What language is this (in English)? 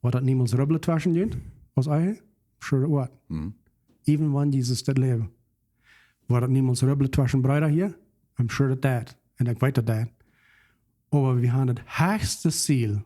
Plautdietsch